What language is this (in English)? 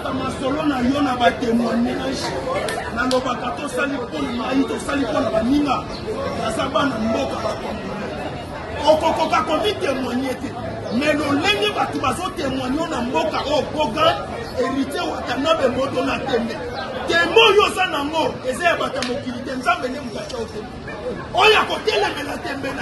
Lingala